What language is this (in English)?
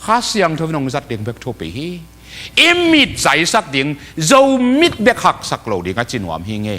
Tedim Chin